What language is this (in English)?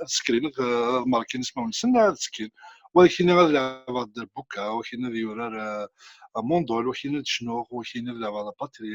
Kabyle